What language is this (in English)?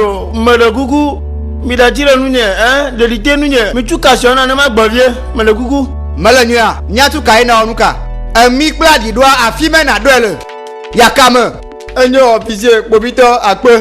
Ewe